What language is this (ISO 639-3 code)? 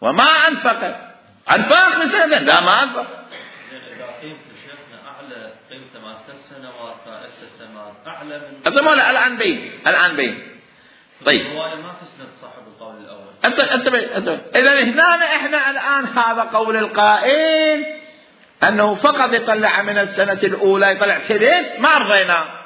acm